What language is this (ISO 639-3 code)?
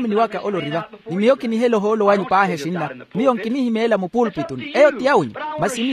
vmw